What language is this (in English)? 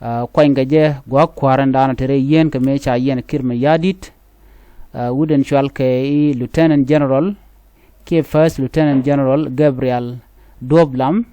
Nuer